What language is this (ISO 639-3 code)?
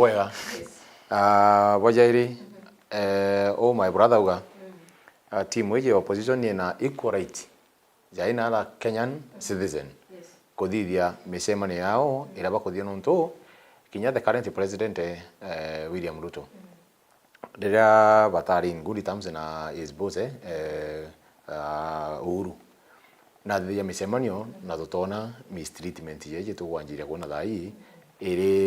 mer